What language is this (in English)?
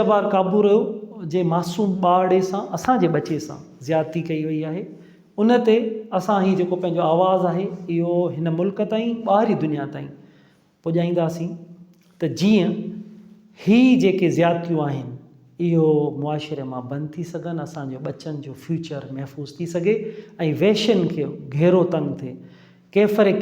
Sindhi